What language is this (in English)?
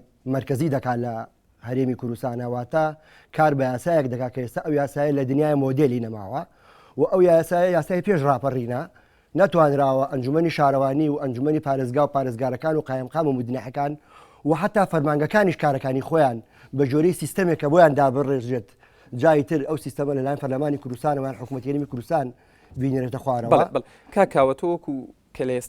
Central Kurdish